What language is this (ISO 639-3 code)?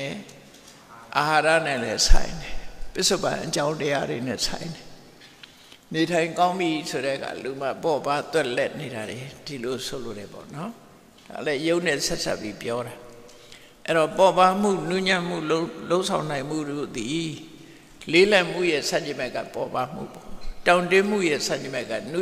mya